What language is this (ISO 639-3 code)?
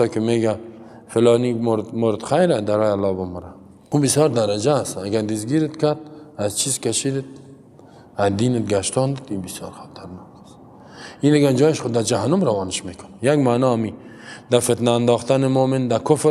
fas